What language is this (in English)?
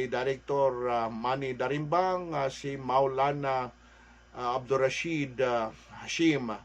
Maranao